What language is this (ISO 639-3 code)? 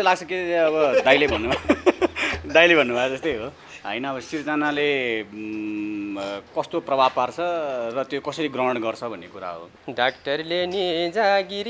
nep